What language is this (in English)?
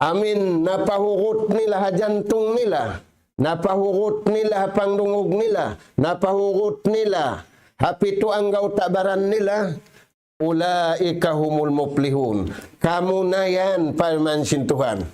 Tausug